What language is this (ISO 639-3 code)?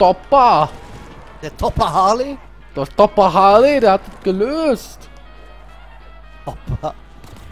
deu